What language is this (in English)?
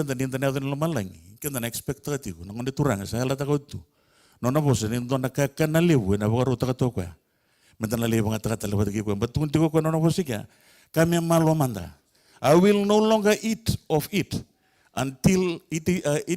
Fijian